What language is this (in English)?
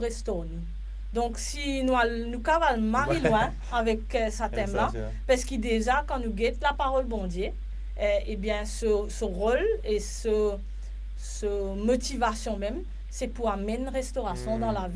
Morisyen